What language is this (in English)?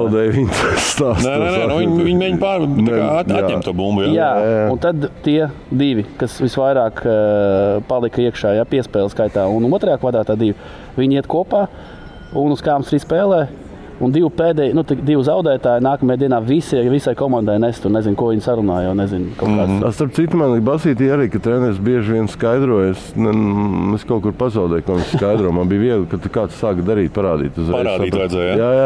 Latvian